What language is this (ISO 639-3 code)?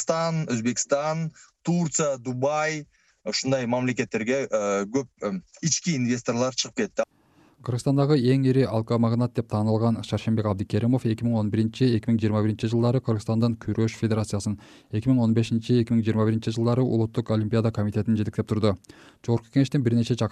kir